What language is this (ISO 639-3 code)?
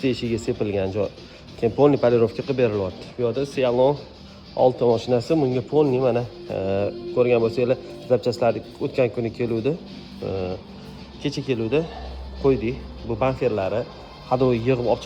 uzb